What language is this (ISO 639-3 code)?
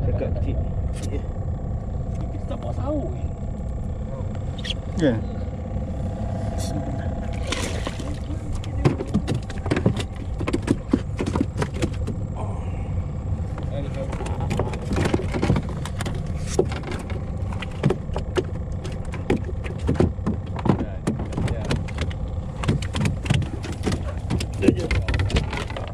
msa